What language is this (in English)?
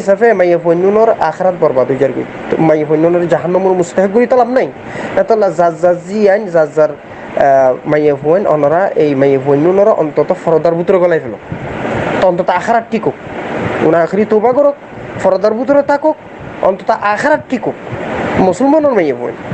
Rohingya